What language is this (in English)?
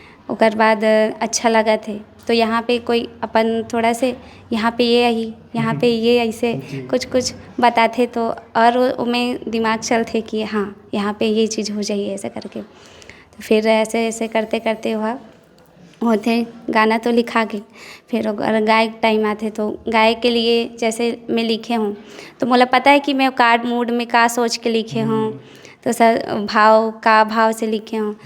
Chhattisgarhi